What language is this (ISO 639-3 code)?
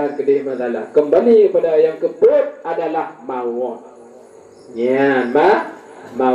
ace